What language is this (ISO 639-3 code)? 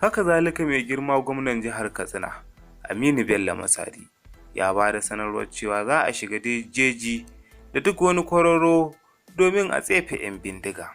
hau